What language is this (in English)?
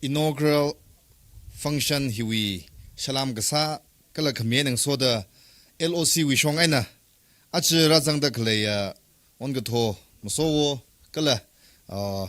Tangkhul Naga (India)